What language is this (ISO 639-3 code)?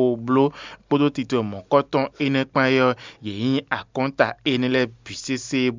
fon